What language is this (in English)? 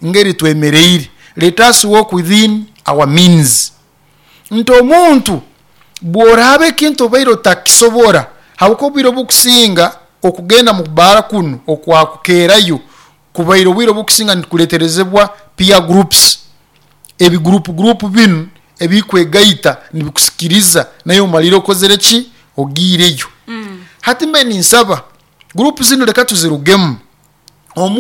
Nyoro